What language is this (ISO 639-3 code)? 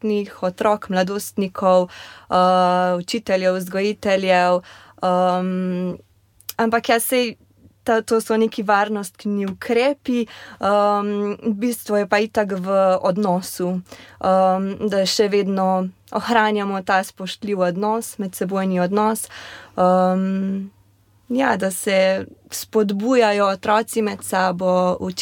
slv